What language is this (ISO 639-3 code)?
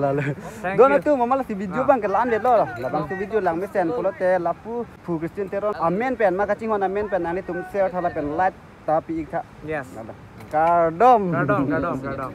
mjw